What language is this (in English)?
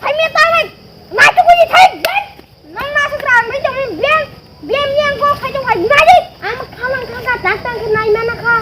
Kok Borok